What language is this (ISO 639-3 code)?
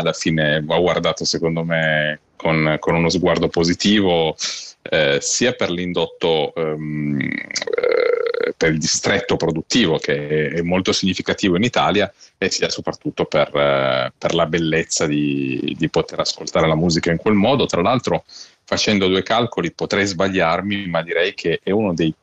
ita